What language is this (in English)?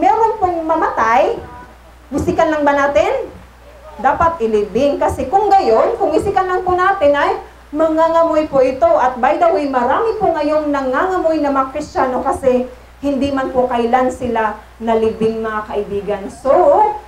Filipino